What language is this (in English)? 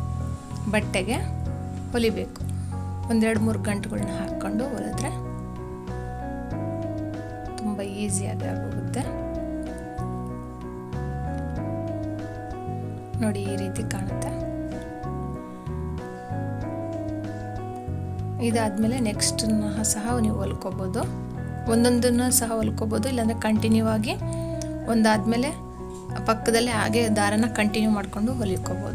Kannada